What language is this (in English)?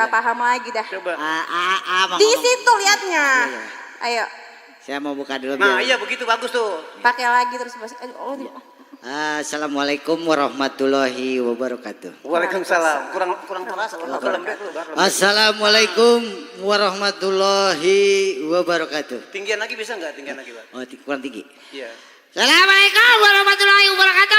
Betawi